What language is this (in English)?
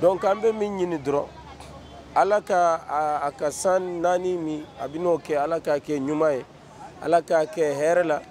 Bambara